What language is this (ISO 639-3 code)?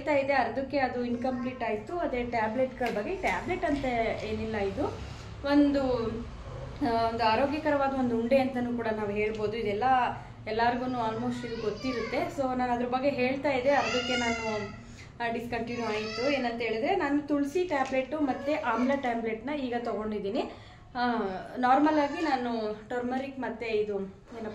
kan